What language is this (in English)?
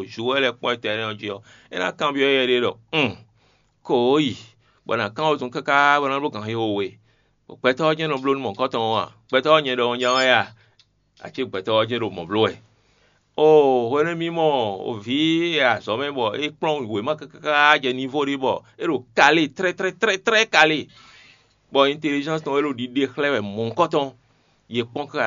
Fon